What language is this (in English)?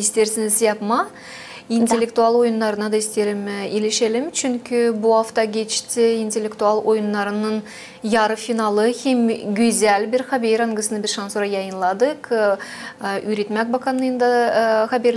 Gagauz